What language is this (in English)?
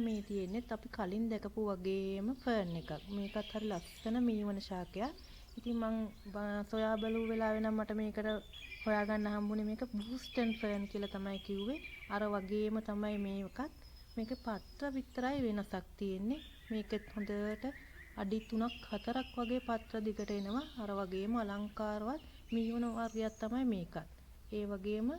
Sinhala